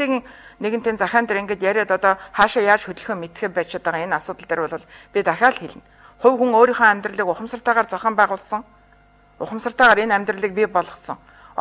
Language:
Mongolian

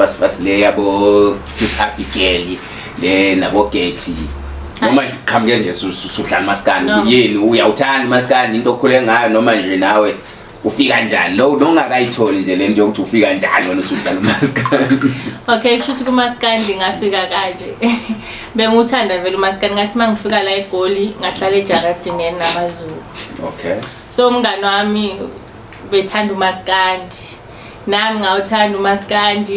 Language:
Zulu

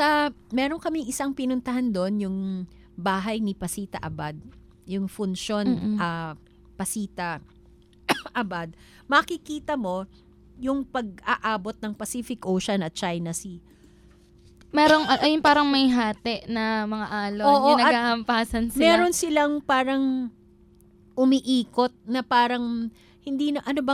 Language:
Filipino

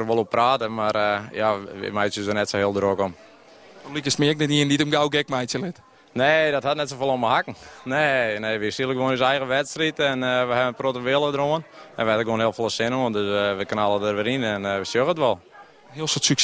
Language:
Western Frisian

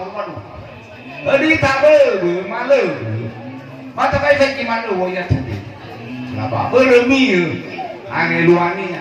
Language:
Nias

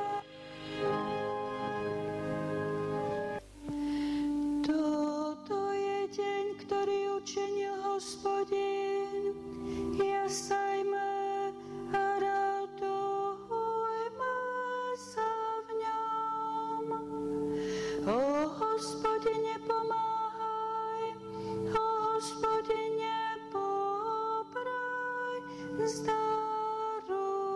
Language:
Slovak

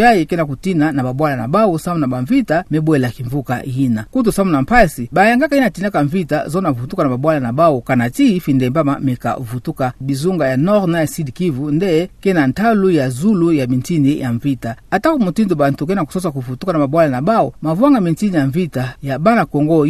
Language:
Kituba (Democratic Republic of Congo)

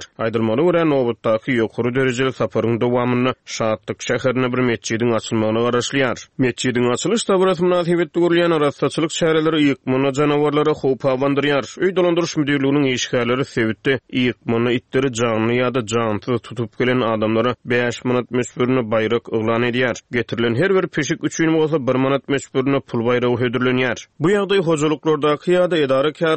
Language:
Turkmen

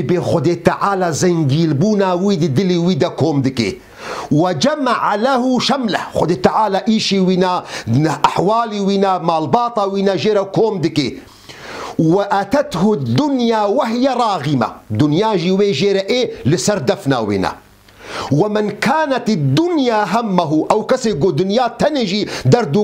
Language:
Kurdish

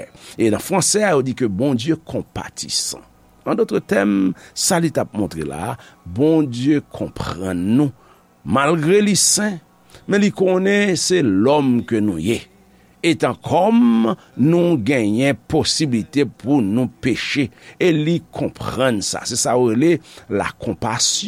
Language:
Haitian Creole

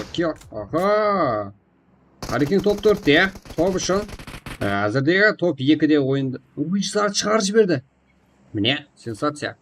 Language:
Kara-Kalpak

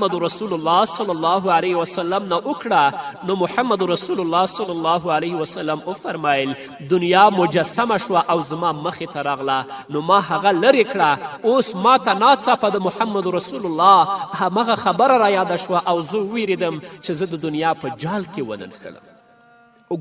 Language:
Pashto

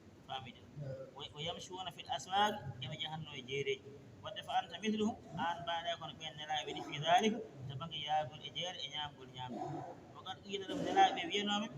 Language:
Fula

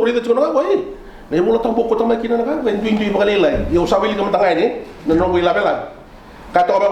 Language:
Fijian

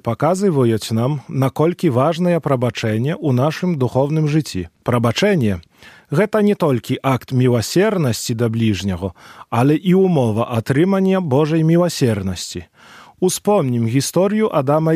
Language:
Belarusian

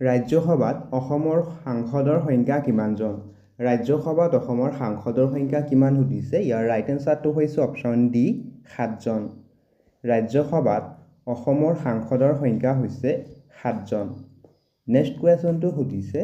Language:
Assamese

